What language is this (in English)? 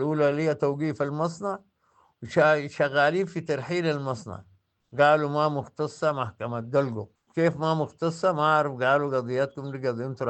Sudanese Arabic